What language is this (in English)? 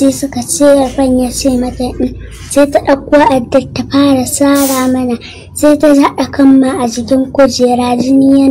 Hausa